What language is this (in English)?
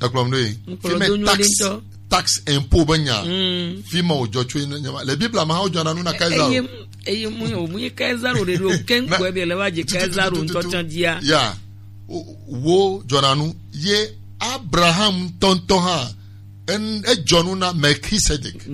Gen